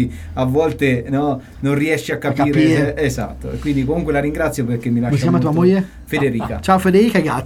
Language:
Italian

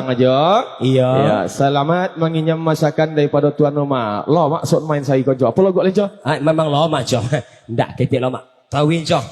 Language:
Minangkabau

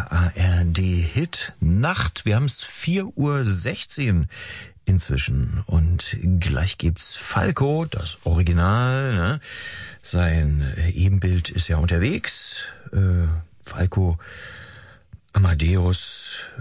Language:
German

